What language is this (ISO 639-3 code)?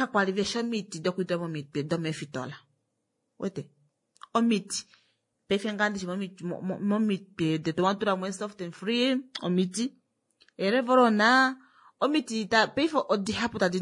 kua